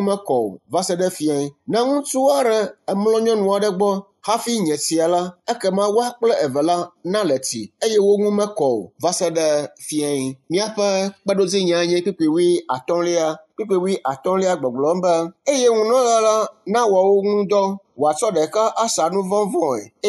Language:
Ewe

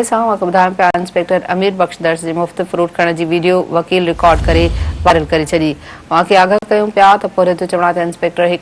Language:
Sindhi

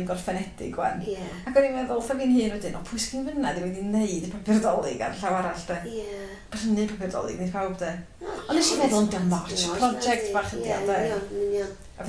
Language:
Welsh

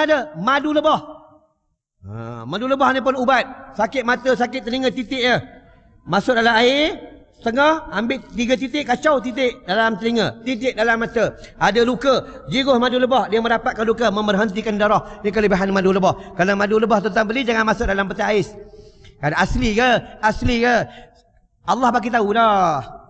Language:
Malay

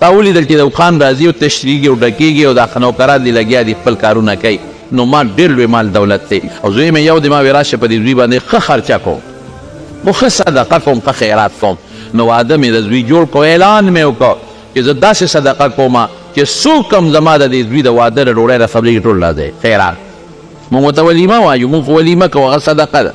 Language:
Pashto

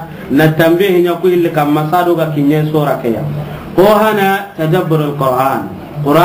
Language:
Soninke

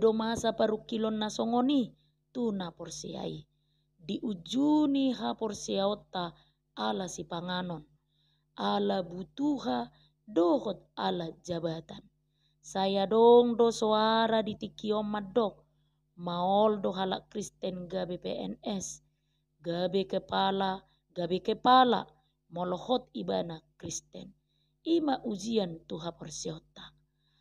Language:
Batak Toba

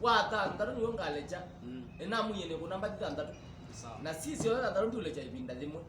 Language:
Kamba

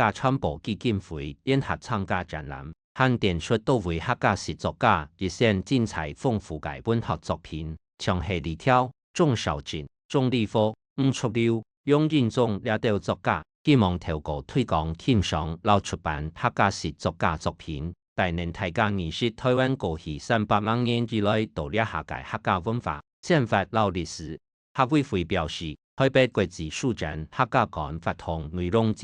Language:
Hakka Chinese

